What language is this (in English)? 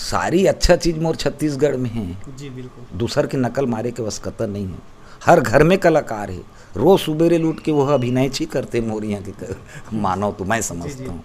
Chhattisgarhi